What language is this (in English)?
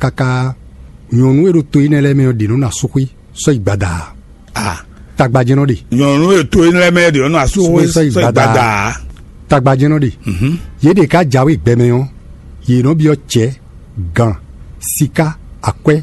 Fon